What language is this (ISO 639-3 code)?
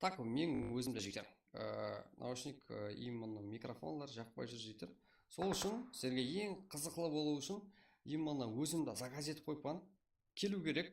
kaa